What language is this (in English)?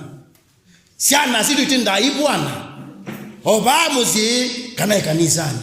Kamba